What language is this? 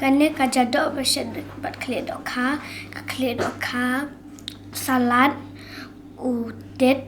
Khasi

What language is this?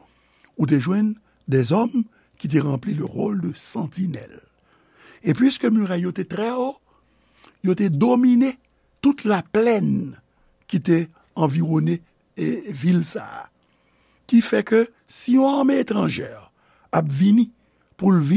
Haitian Creole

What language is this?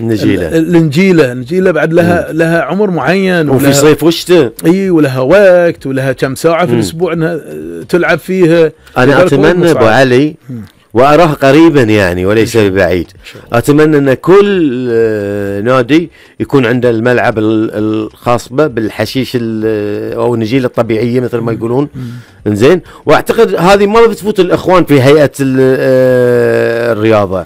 Gulf Arabic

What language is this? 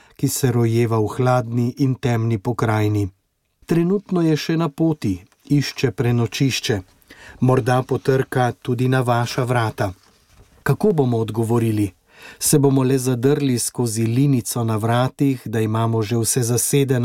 Slovenian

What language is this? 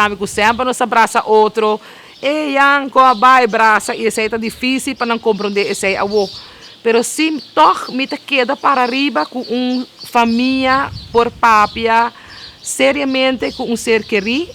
Papiamento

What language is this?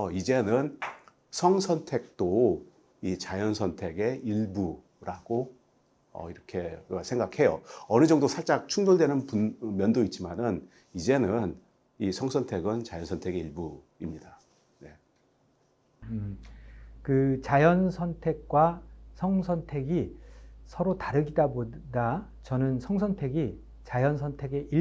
Korean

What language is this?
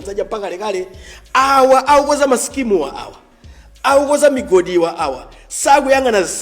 Nyanja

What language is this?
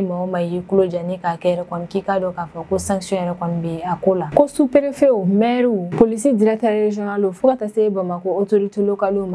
Bambara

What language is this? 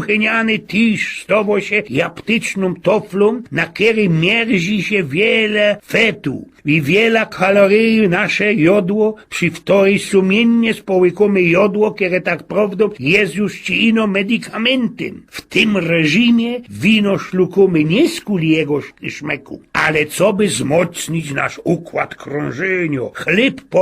Silesian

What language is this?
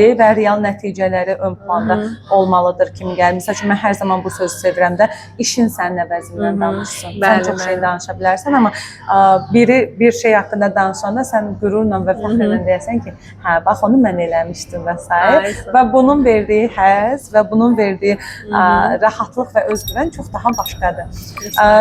Azerbaijani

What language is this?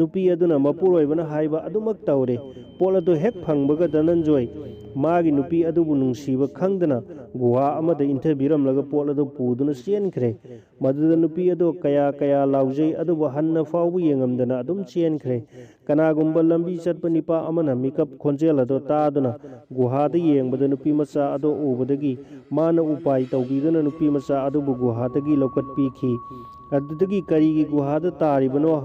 Manipuri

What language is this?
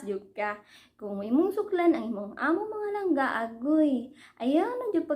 Cebuano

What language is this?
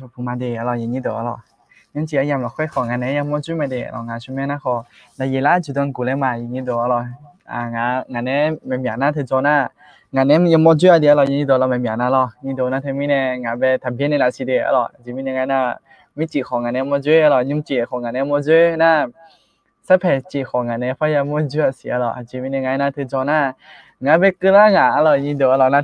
Akha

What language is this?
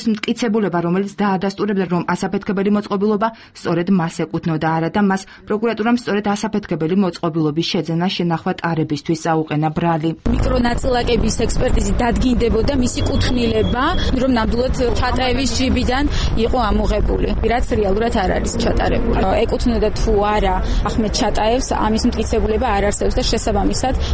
Georgian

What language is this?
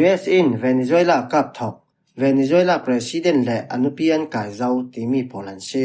Falam Chin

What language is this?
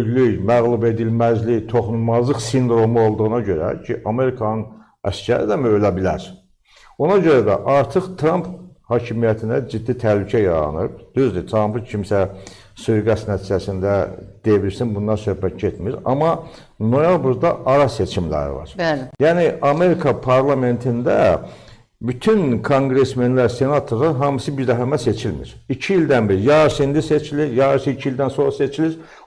Azerbaijani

